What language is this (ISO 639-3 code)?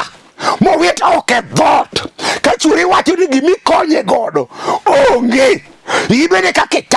luo